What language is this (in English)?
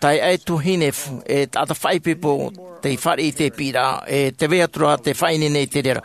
Tahitian